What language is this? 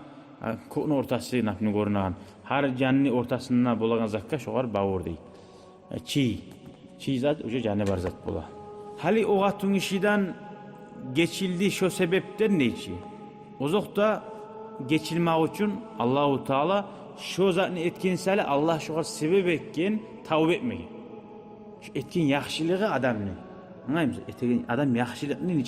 Kumyk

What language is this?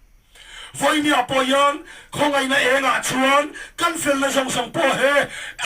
Mizo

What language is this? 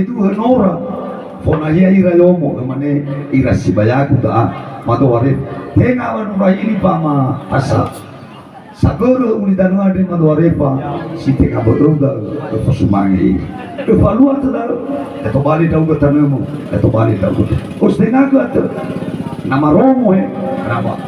Nias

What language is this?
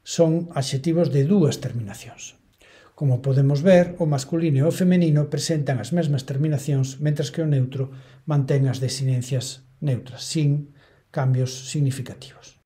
Galician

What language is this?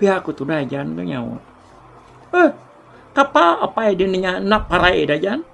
Iban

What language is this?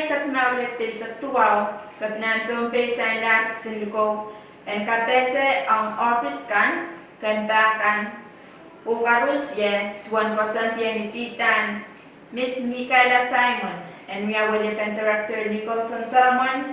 Pohnpeian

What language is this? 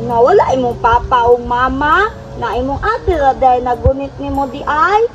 Cebuano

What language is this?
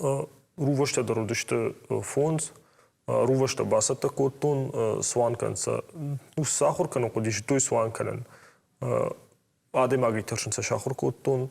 Ossetic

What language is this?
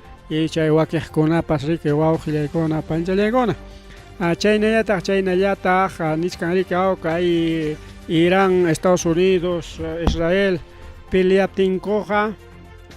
Ayacucho Quechua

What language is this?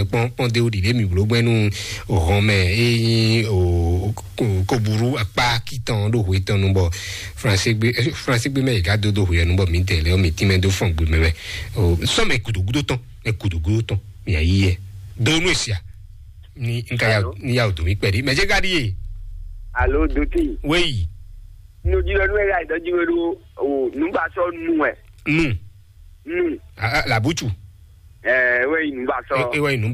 Fon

